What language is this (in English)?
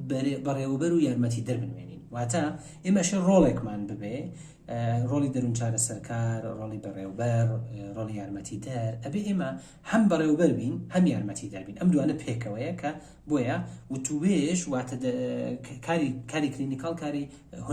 Central Kurdish